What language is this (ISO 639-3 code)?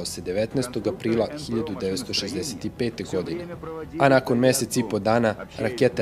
srp